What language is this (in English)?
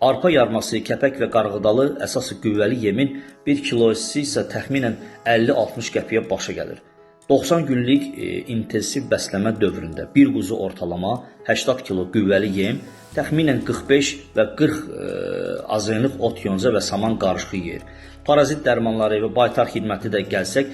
Azerbaijani